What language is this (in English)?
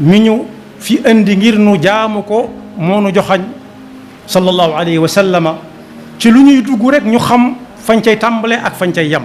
Wolof